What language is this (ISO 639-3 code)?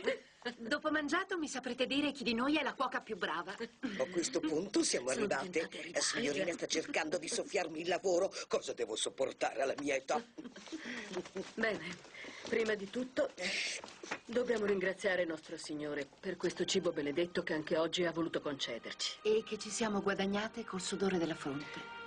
ita